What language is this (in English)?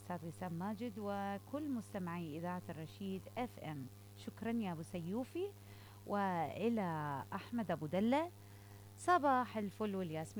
Mesopotamian Arabic